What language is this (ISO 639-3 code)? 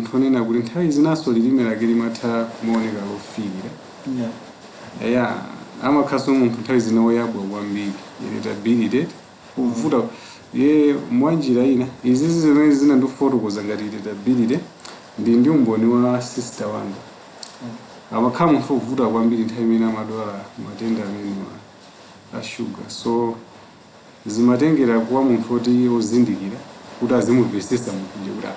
nya